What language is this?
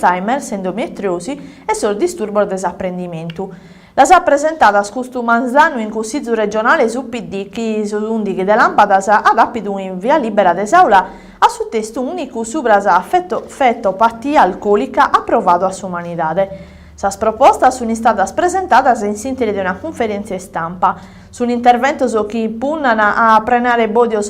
Sardinian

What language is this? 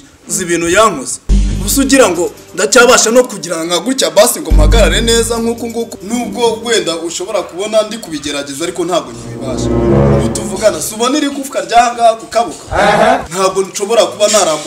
Kinyarwanda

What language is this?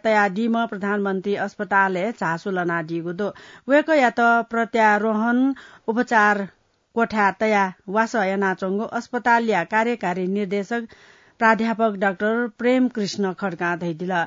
Newari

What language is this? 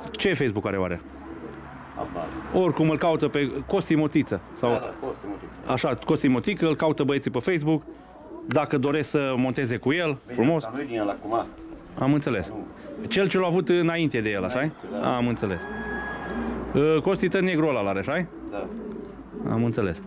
Romanian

